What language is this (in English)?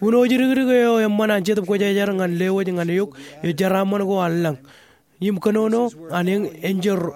Marshallese